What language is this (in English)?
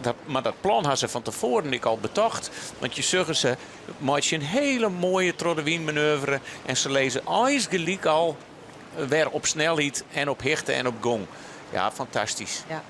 Western Frisian